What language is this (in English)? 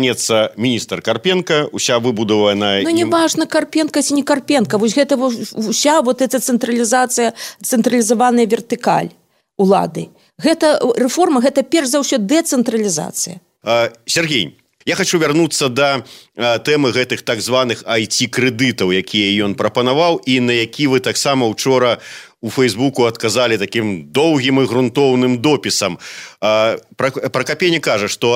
Belarusian